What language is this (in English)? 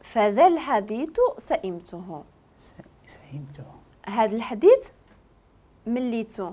Moroccan Arabic